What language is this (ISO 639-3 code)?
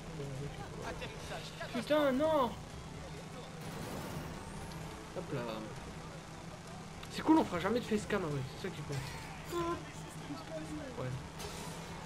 fra